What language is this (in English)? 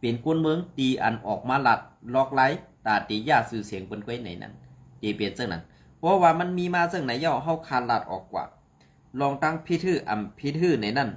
Shan